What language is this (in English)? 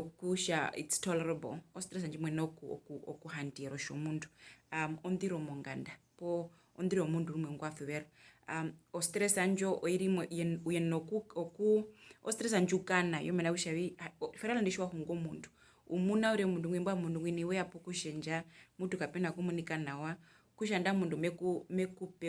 Herero